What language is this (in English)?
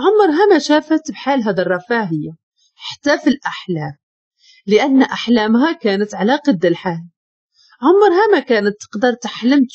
Moroccan Arabic